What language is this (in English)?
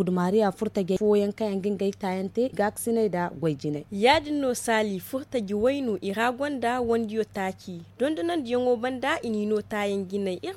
Zarma